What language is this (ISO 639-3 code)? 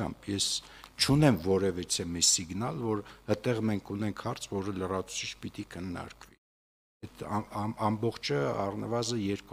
hye